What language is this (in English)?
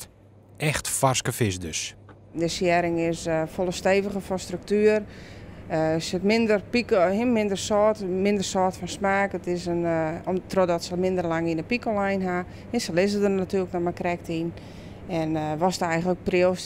Western Frisian